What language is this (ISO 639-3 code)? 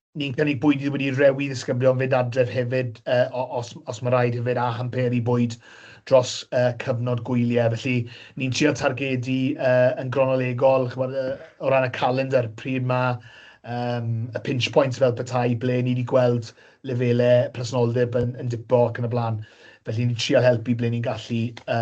cym